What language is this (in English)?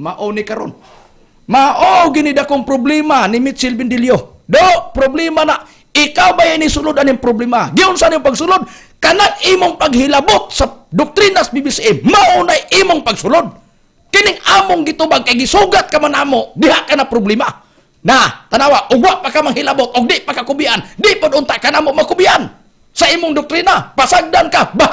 Cebuano